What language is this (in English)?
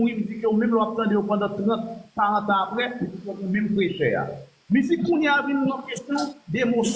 Haitian Creole